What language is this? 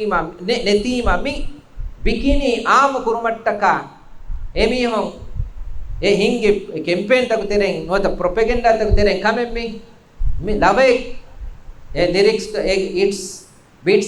Divehi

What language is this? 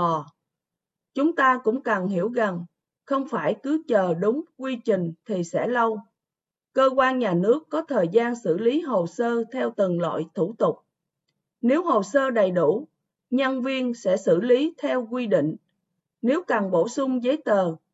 Vietnamese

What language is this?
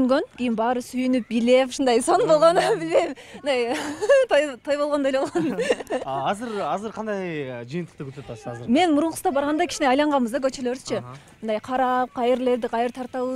Kyrgyz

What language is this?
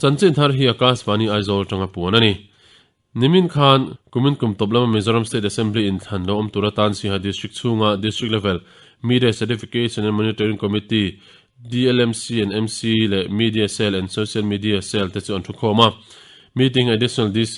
Mizo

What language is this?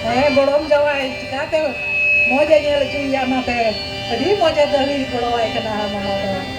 Santali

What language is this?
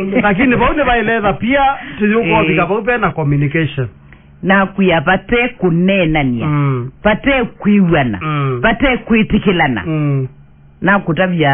Kamba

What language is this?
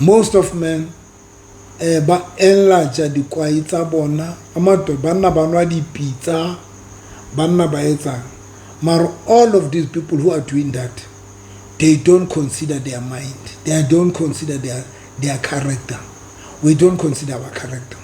Southern Sotho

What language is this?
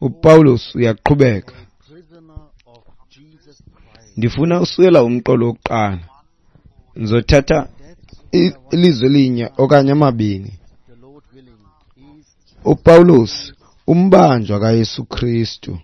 Xhosa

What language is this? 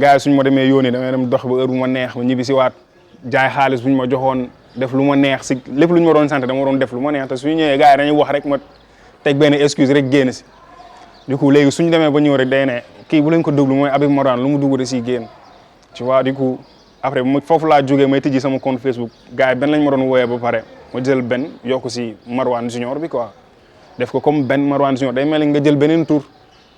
Wolof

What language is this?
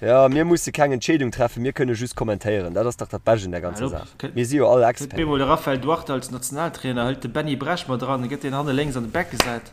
Luxembourgish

